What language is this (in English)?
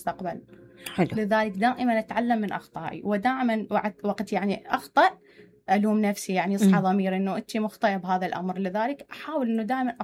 Mesopotamian Arabic